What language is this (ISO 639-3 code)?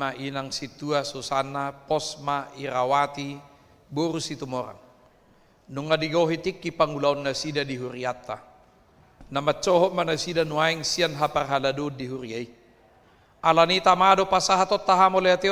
bbc